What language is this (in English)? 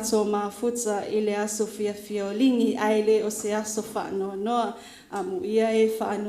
Samoan